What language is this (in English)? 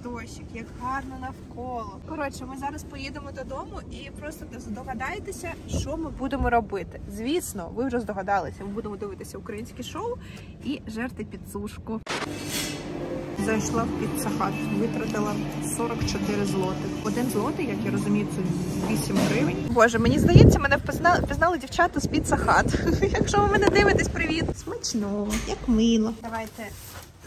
Ukrainian